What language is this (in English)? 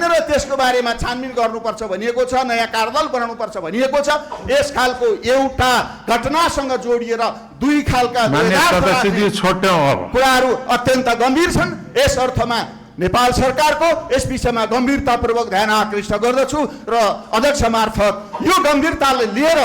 Nepali